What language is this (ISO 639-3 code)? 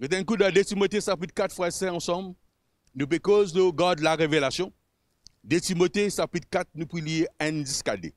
mfe